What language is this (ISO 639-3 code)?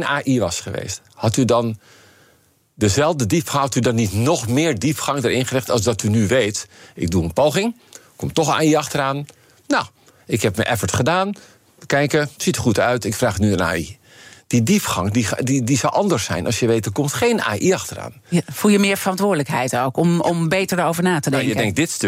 nld